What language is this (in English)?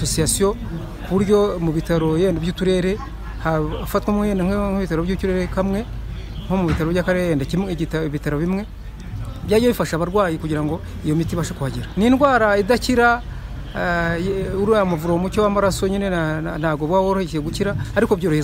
Kinyarwanda